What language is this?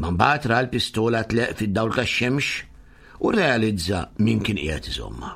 Maltese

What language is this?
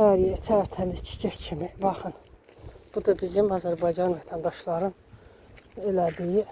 Azerbaijani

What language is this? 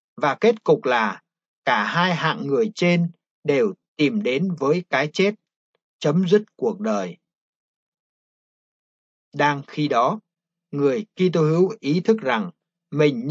Vietnamese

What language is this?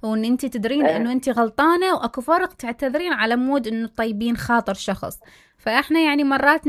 Mesopotamian Arabic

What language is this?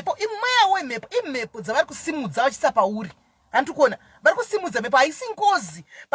Shona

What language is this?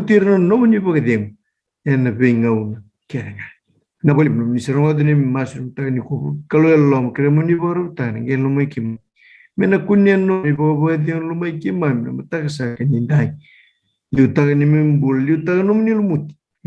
Fijian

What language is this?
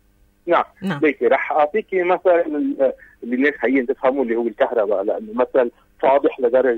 North Levantine Arabic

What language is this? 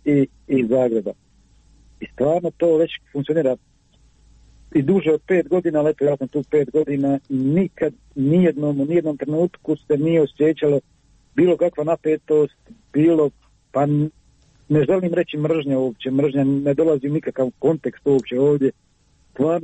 Croatian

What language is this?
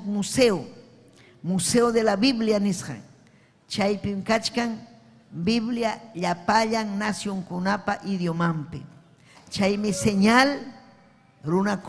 Ayacucho Quechua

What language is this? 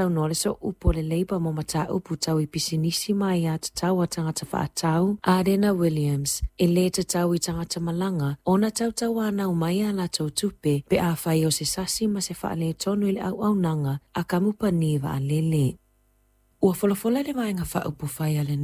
Samoan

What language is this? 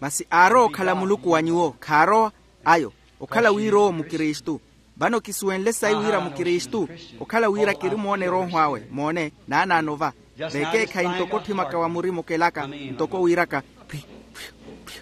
Makhuwa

